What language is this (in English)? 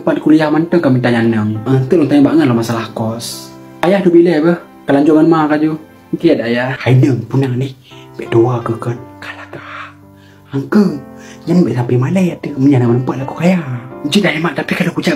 Achinese